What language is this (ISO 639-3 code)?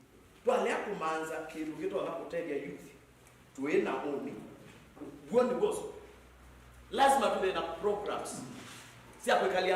kam